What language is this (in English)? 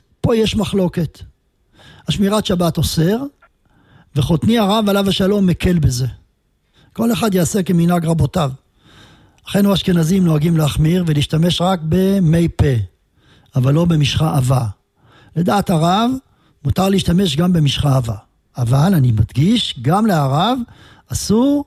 Hebrew